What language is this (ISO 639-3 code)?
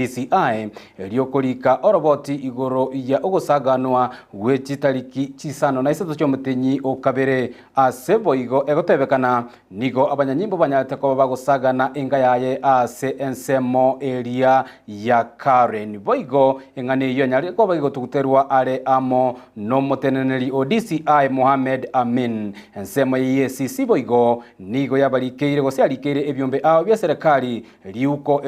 guz